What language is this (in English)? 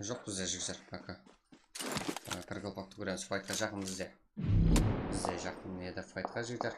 Kara-Kalpak